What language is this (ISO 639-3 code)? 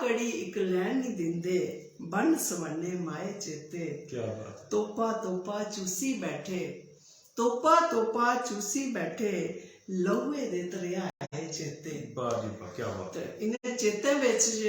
doi